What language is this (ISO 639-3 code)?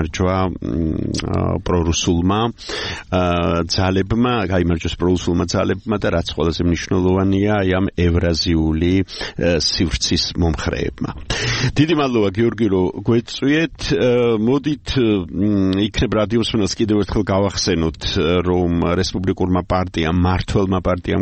kat